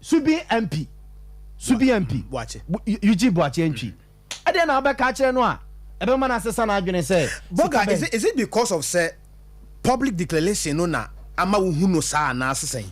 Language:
Akan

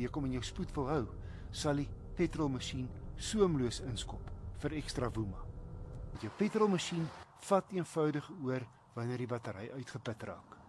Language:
Afrikaans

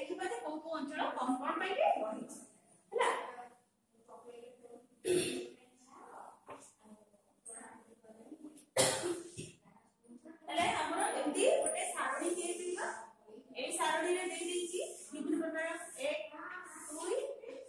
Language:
Odia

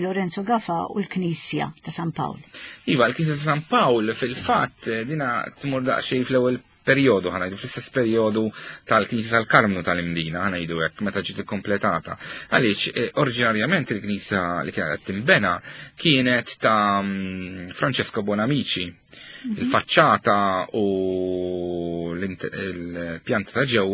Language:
Maltese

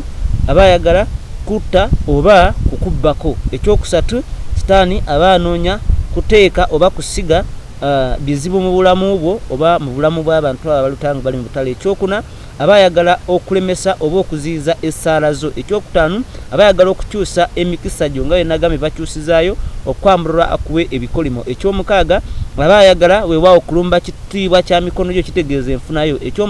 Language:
Ganda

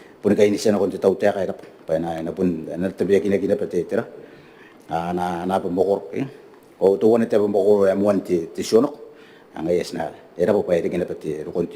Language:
Gilbertese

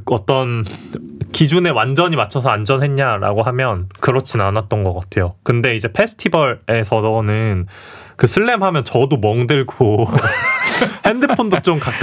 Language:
Korean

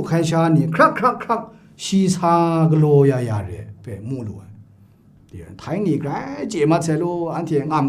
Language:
Kachin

